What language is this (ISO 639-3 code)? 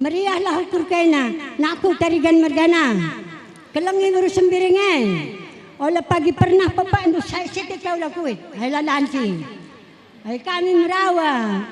btx